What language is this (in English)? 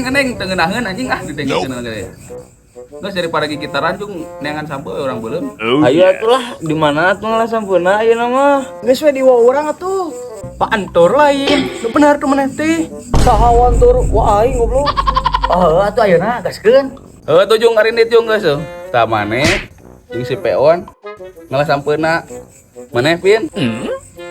Sundanese